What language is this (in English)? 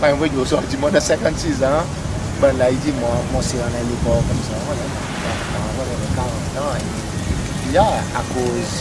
Seselwa Creole French